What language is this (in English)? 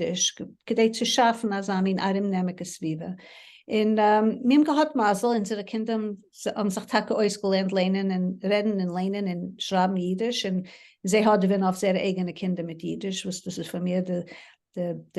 Yiddish